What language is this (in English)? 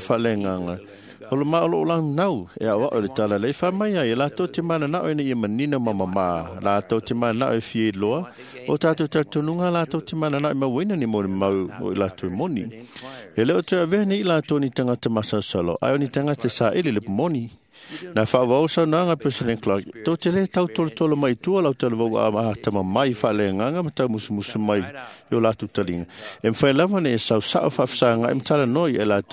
Samoan